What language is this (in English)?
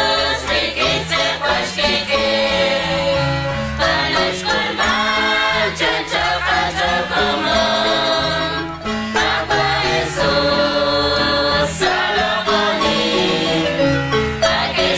Kekchí